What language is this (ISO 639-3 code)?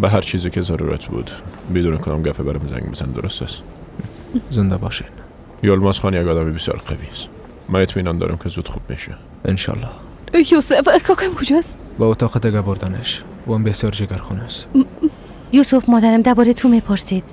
fas